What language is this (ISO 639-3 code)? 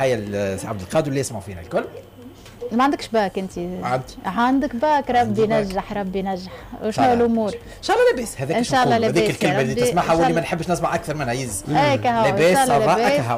aeb